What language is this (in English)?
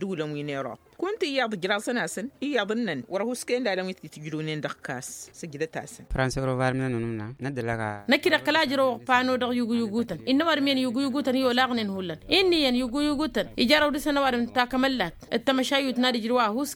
Tamasheq